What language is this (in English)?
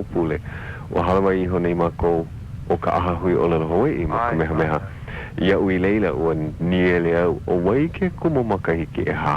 Hawaiian